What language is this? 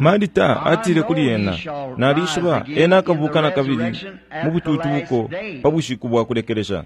Bemba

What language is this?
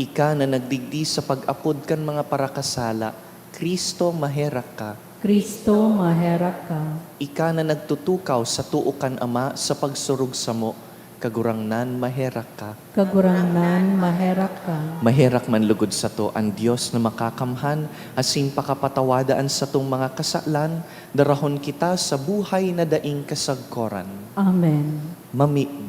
Bikol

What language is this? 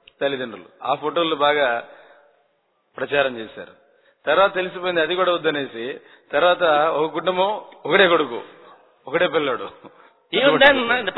Telugu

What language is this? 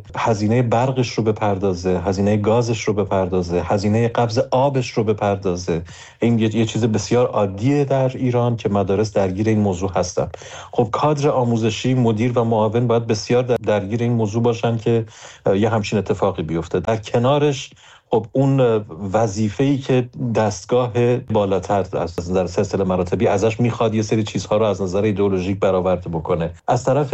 Persian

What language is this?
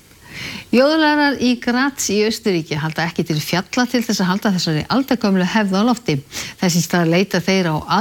Icelandic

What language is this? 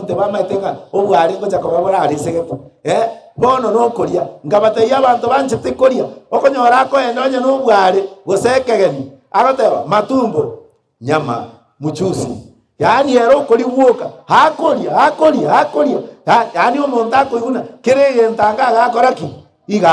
Gusii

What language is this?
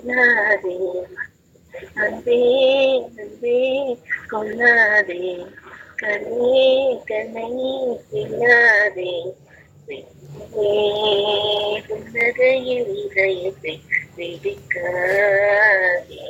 Tamil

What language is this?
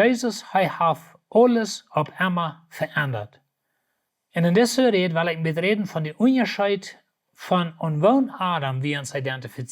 Plautdietsch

